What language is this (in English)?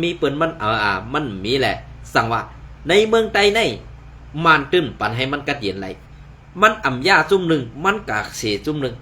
Shan